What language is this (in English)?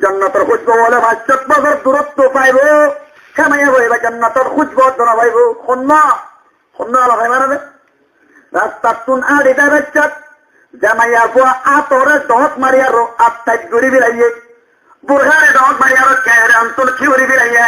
Rohingya